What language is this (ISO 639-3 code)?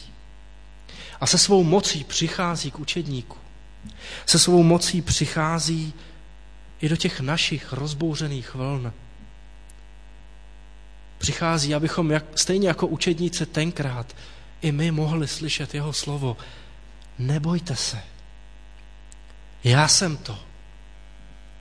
ces